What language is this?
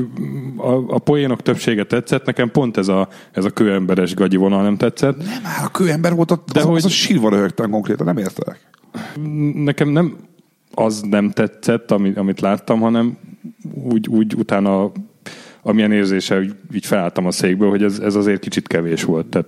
Hungarian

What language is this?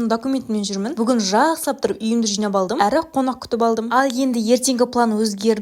Kazakh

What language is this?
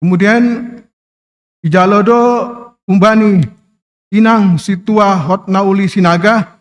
Batak Simalungun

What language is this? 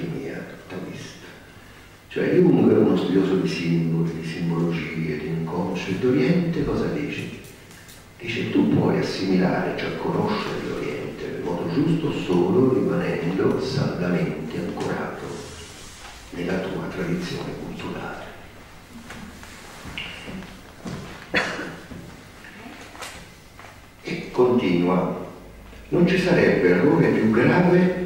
Italian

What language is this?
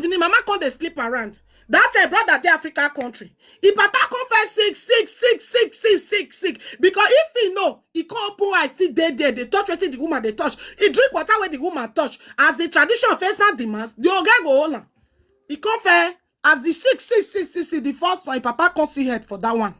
Nigerian Pidgin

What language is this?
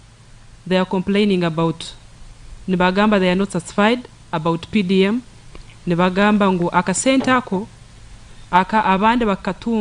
Nyankole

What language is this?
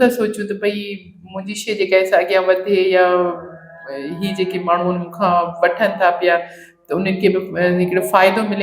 Sindhi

